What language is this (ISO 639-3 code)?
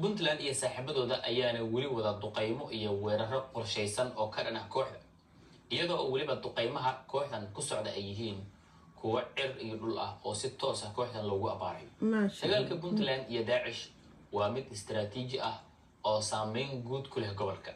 som